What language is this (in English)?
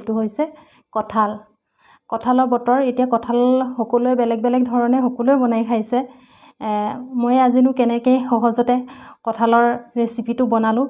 Assamese